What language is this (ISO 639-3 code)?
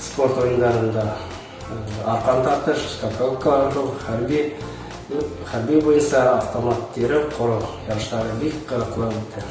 bak